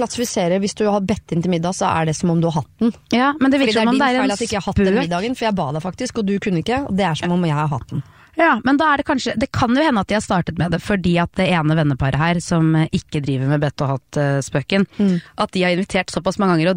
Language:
Norwegian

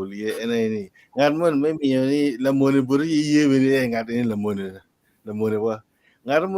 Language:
Acoli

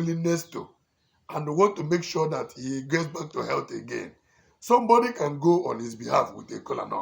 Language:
Igbo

